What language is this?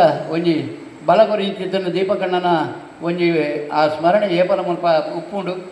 Tulu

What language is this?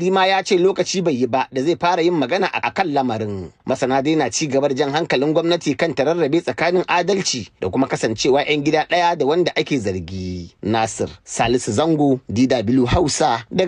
Hausa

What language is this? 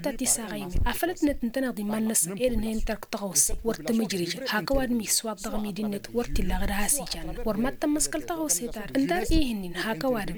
Tamasheq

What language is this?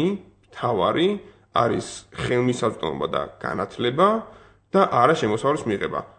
Georgian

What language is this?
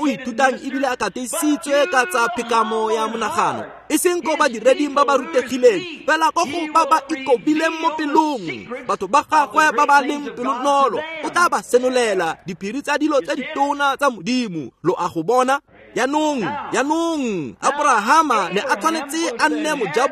Tswana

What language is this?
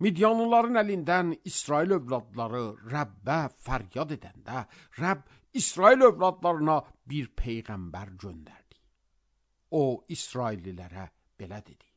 Azerbaijani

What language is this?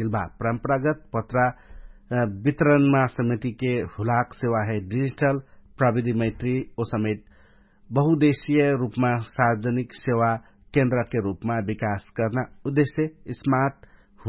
Dangaura Tharu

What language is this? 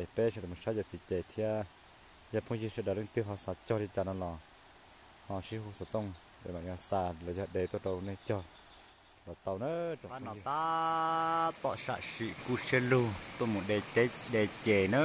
Hmong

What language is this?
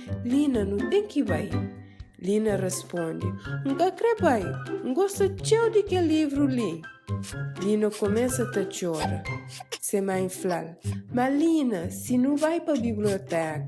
Kabuverdianu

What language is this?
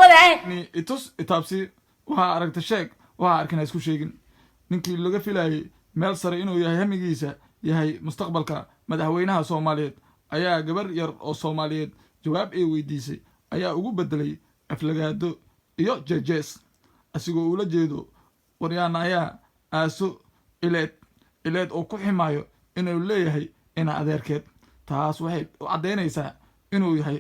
Somali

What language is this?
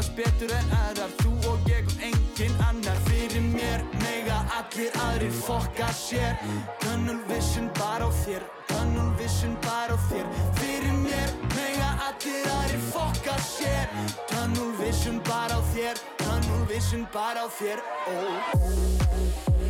Icelandic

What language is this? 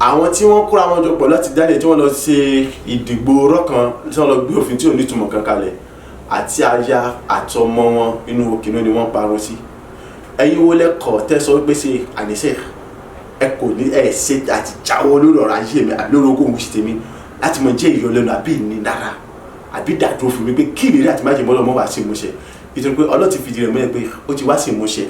Yoruba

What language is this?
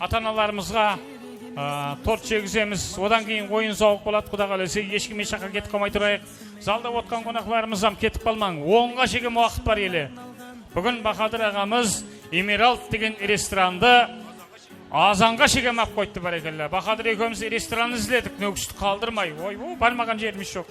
Kara-Kalpak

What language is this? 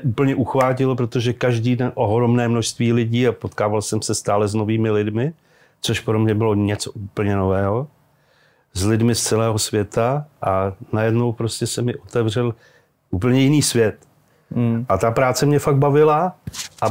Czech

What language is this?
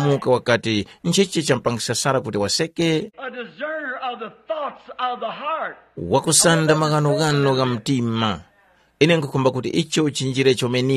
Tumbuka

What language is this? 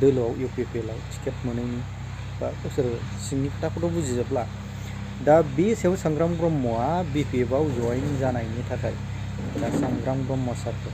Bodo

